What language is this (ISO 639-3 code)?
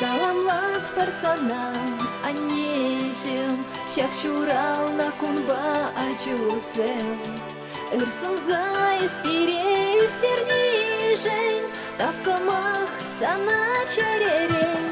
chv